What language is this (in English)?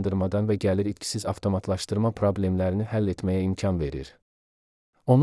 Azerbaijani